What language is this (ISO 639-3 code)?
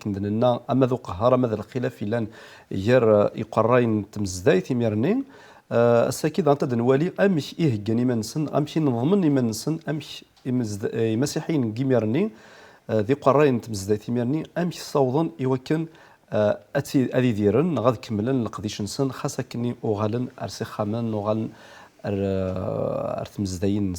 kab